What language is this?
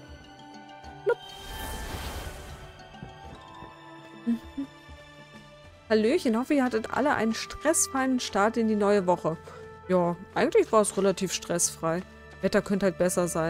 German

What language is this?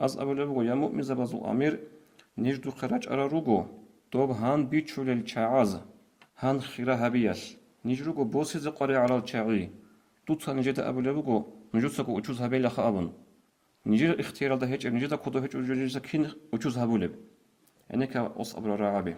Avaric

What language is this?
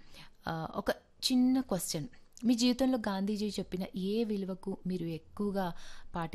Telugu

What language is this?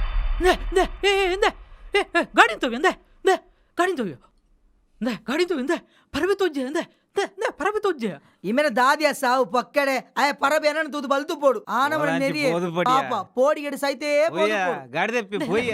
Tulu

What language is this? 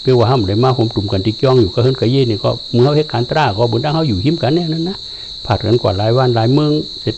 Shan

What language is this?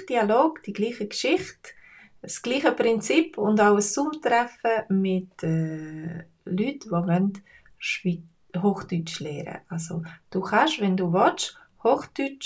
Swiss German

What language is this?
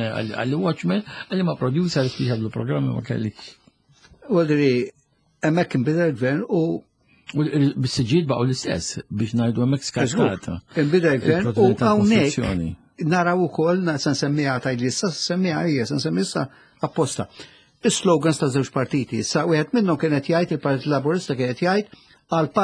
Maltese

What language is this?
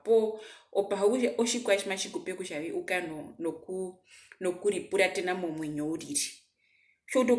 Herero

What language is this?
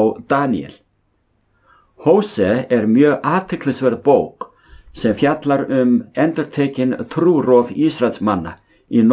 Icelandic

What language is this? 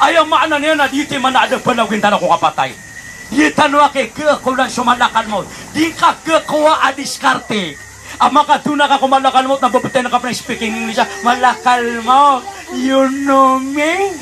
Maranao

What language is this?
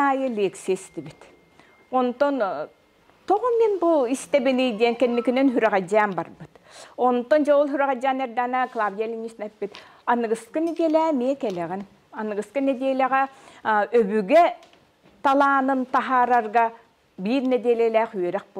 Yakut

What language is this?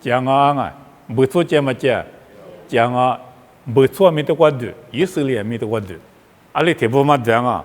Lisu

